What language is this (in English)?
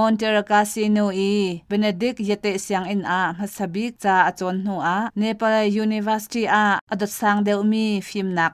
Hakha Chin